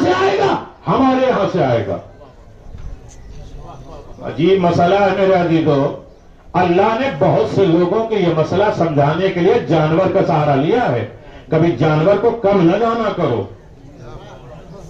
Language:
Urdu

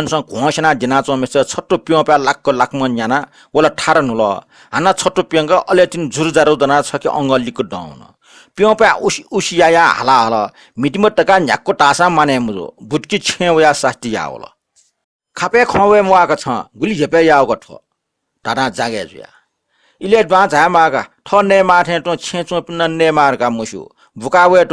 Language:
Newari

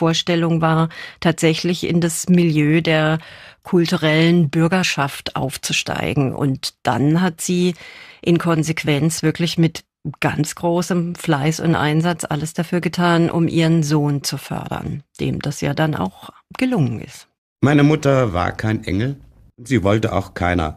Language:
German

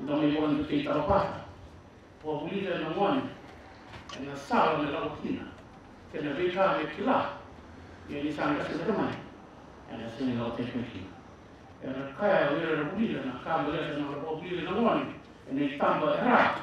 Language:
Fijian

